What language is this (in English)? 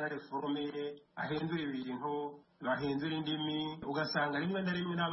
Kinyarwanda